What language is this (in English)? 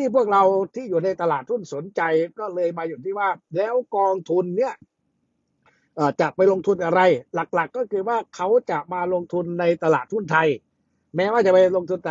Thai